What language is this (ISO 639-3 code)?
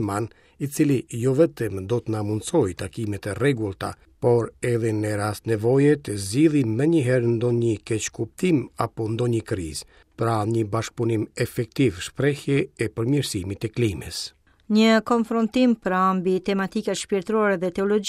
sqi